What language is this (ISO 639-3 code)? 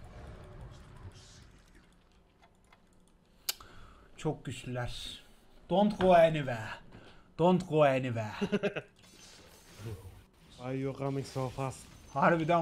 tur